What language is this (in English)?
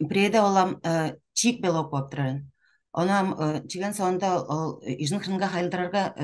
Tuvinian